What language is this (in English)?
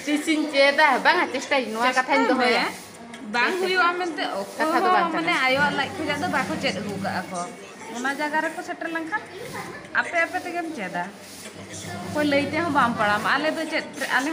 Santali